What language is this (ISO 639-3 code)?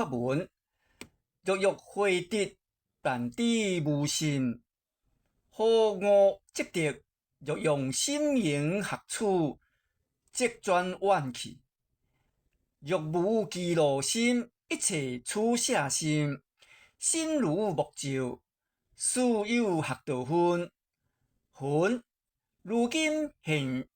nan